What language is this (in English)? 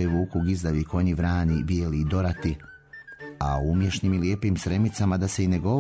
Serbian